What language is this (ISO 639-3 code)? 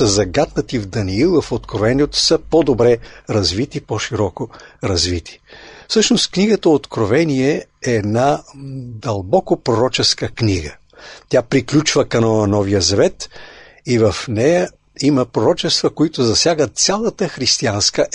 bul